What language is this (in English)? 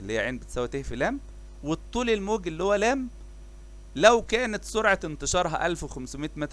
Egyptian Arabic